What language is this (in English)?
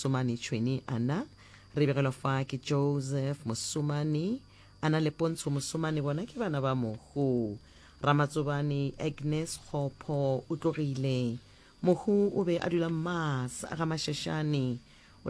Northern Sotho